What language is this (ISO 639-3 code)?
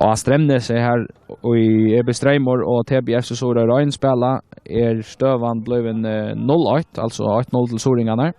fao